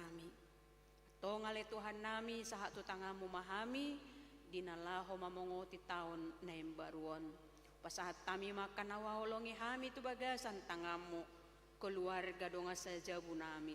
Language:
Batak Toba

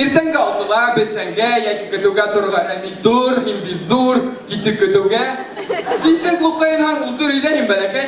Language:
Bashkir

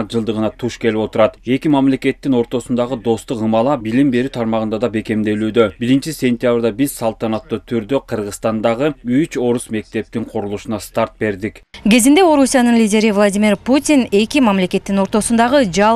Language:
Kyrgyz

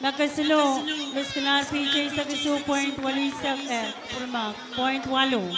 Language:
Pohnpeian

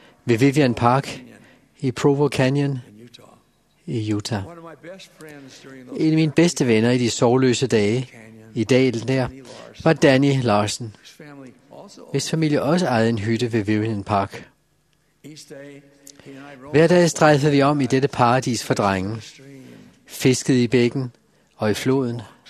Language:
Danish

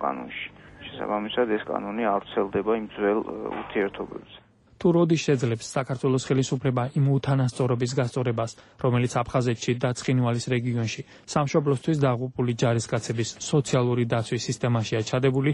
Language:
Georgian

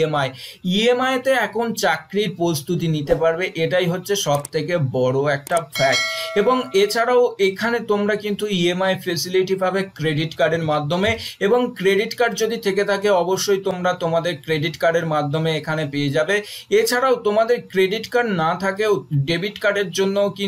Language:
Bangla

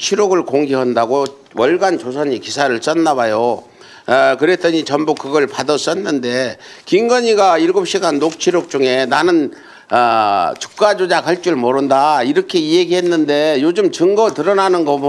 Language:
Korean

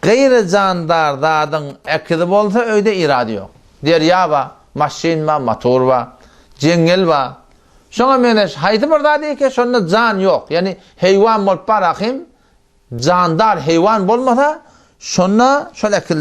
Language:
Turkmen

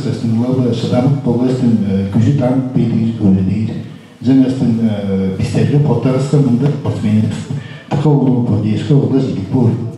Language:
Tuvinian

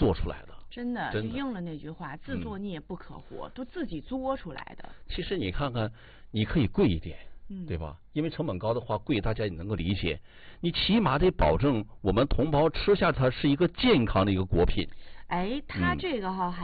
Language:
Chinese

